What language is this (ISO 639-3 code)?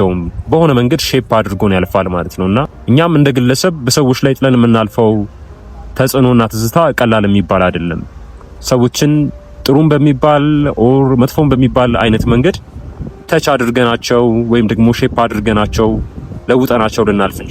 amh